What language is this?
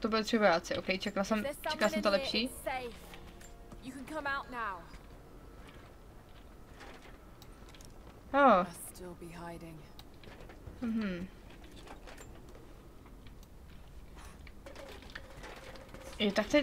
Czech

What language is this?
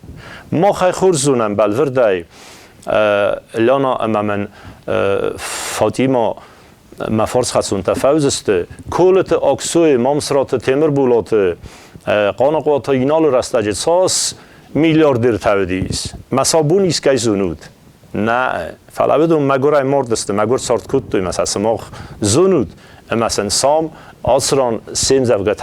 Ossetic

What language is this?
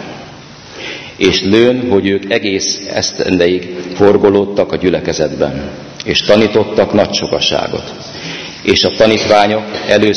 Hungarian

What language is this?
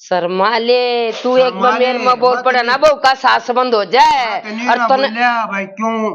Haryanvi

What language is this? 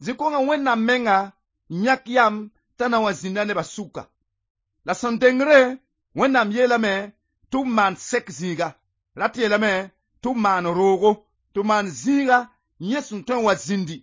Mossi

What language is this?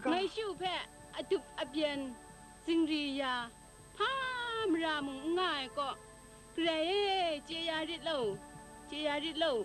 Kachin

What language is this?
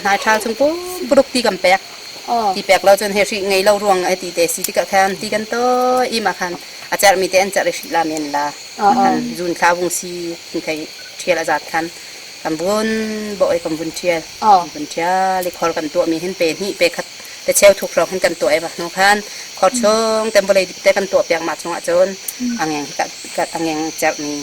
Hakha Chin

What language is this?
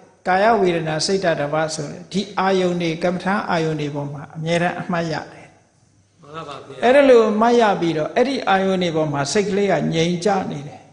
Burmese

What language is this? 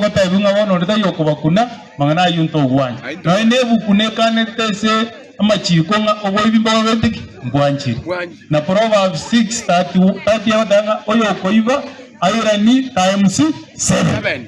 Gusii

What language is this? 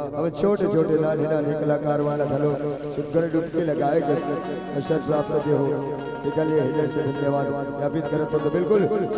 Chhattisgarhi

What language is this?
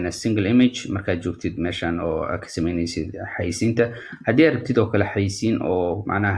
Somali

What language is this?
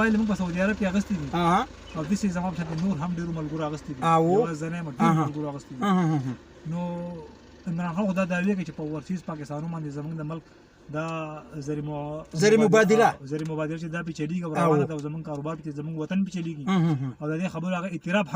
Pashto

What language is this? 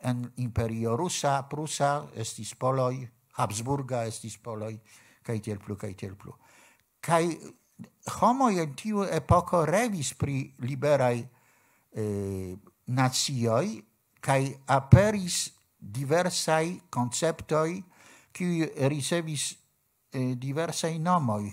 Esperanto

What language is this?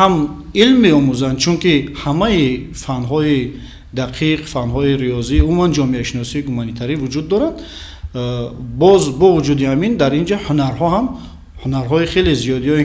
Tajik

